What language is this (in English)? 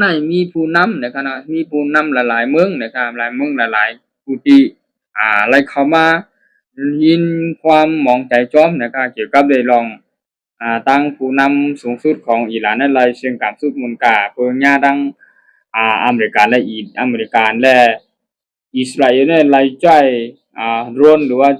Shan